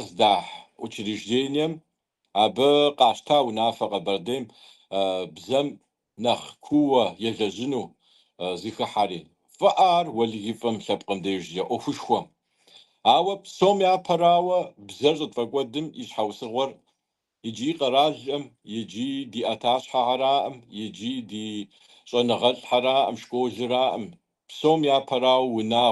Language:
Kabardian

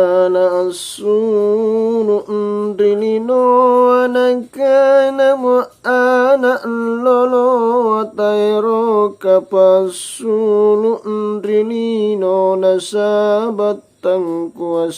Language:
Makasar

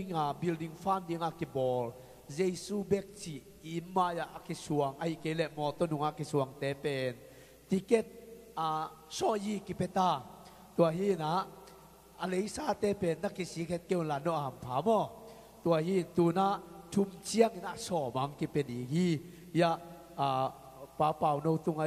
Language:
Tedim Chin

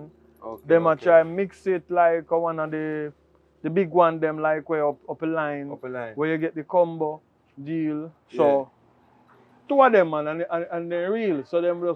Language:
Jamaican Creole English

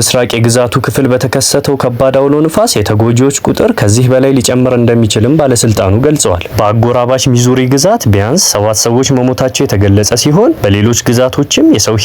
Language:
Amharic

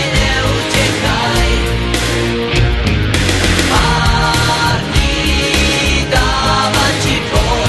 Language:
Slovak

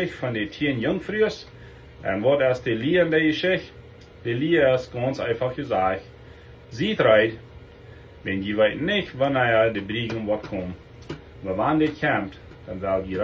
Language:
Plautdietsch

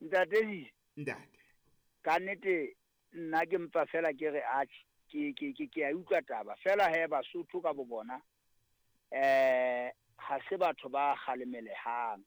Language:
Southern Sotho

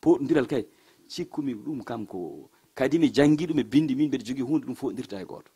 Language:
Fula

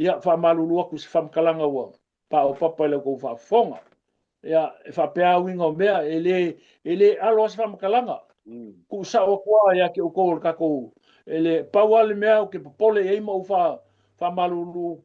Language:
Samoan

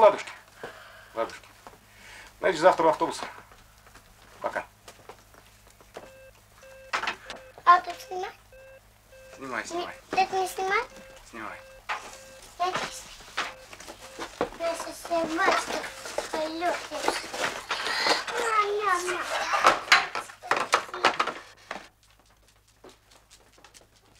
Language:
Russian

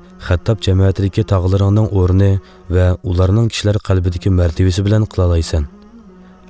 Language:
Uyghur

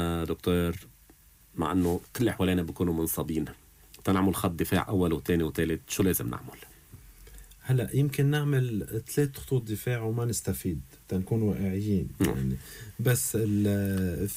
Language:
North Levantine Arabic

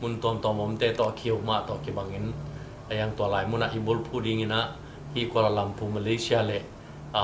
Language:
Tedim Chin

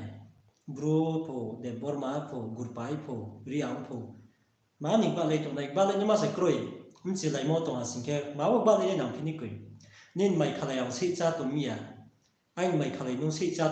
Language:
Riang (India)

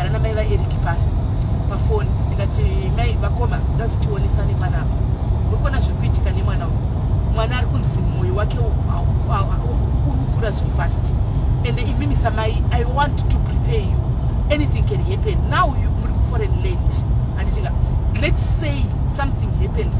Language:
Shona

